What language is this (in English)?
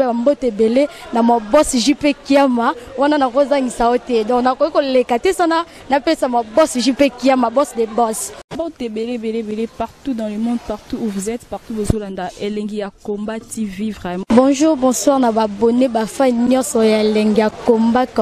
Lingala